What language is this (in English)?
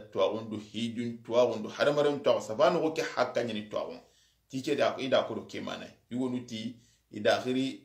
Soninke